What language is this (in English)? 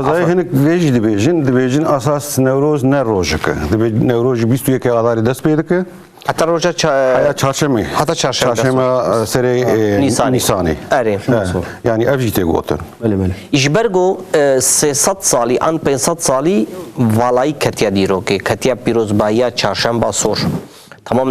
Kurdish